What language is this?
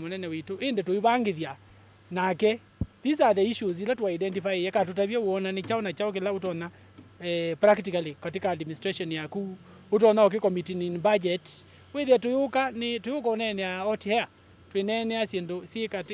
Kamba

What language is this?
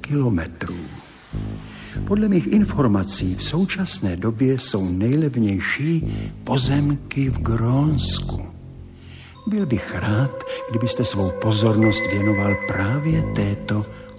Czech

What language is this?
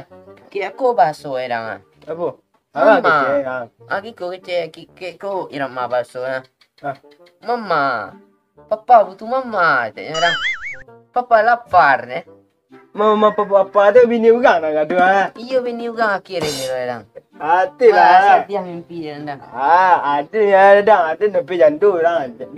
Minangkabau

